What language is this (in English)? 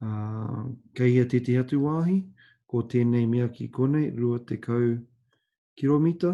Māori